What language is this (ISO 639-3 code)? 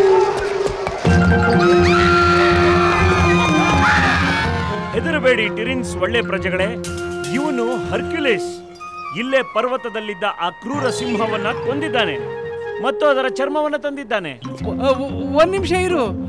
kan